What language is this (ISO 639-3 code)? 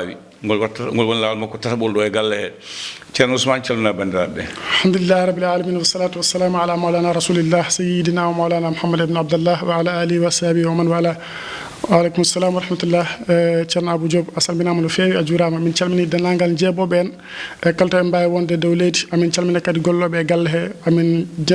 ful